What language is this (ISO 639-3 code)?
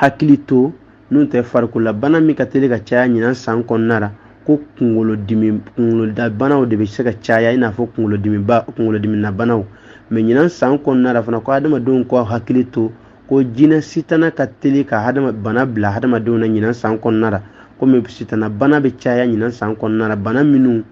bam